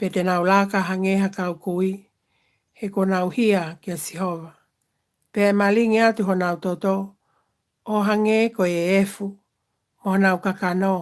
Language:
Tongan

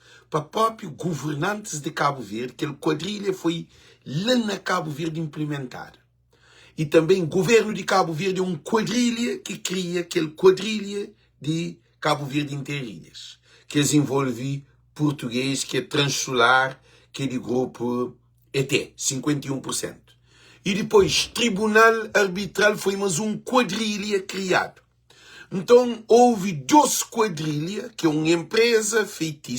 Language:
Kabuverdianu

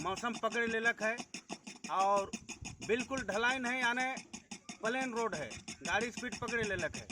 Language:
Sadri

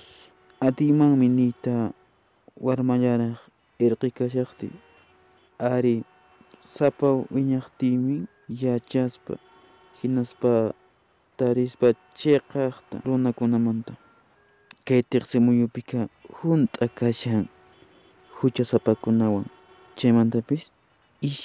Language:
Quechua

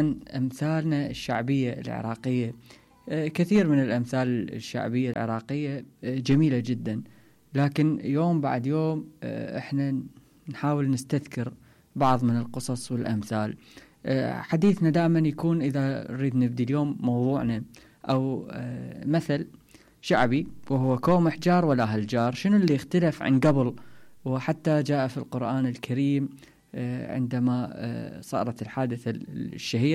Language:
Mesopotamian Arabic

